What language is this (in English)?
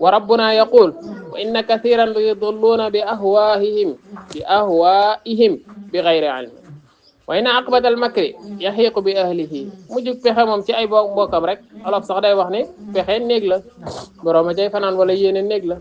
Wolof